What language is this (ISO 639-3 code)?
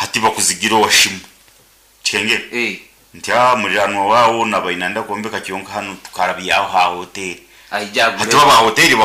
nyn